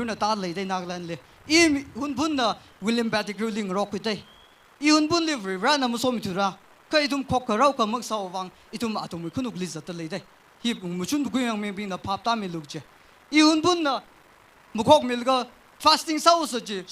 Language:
Tangkhul Naga (India)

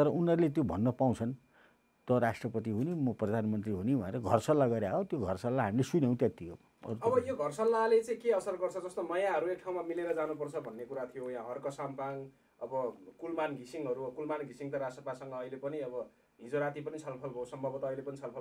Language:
Nepali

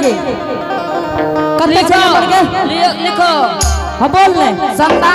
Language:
Angika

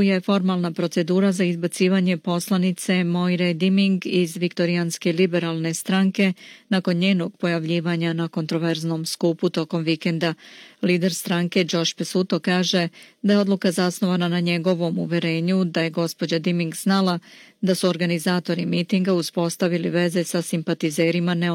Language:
Serbian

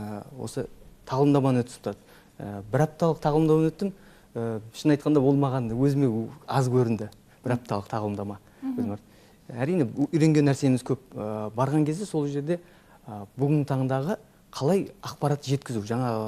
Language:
Kazakh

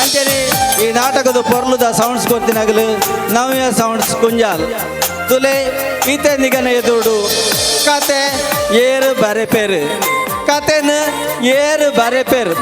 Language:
Tulu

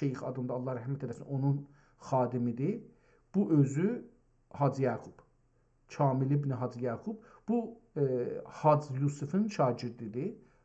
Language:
South Azerbaijani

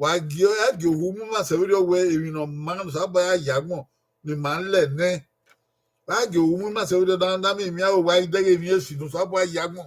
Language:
Bini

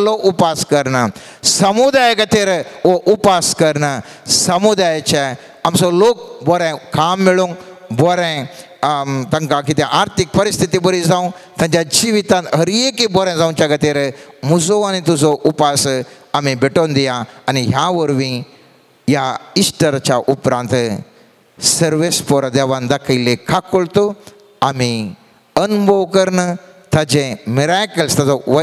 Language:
Konkani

